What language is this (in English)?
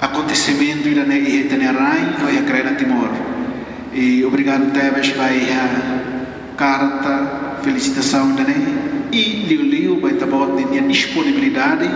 Tetum